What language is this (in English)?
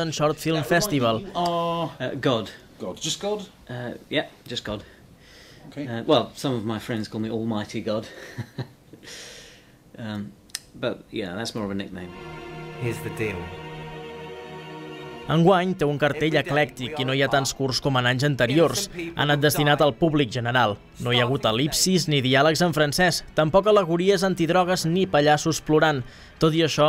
Catalan